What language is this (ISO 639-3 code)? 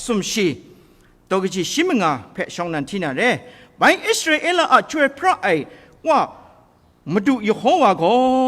kac